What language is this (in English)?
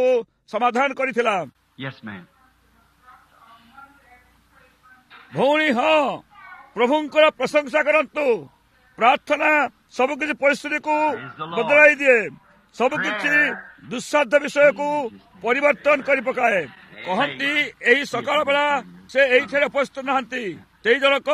Odia